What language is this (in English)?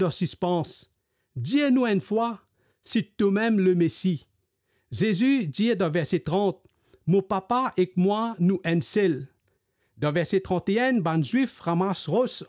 Morisyen